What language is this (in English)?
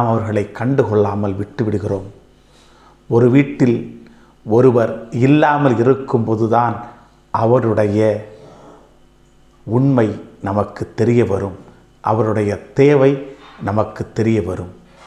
Tamil